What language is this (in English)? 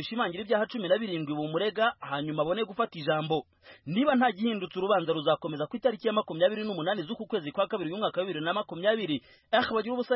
Kinyarwanda